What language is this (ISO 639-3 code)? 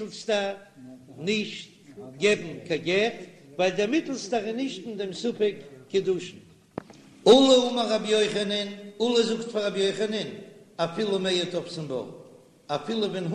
yid